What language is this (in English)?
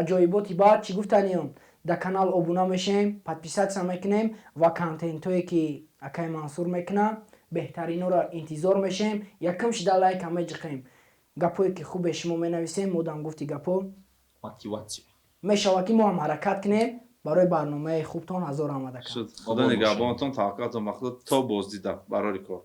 Tajik